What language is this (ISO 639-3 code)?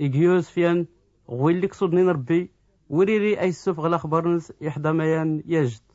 shi